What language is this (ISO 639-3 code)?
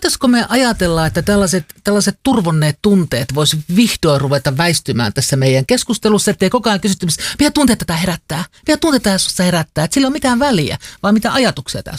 fin